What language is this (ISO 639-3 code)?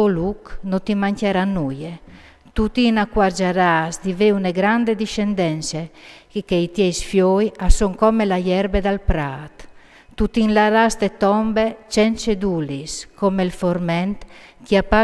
fur